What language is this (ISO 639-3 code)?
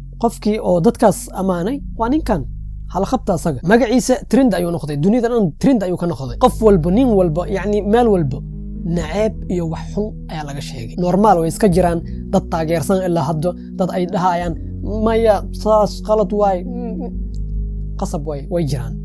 som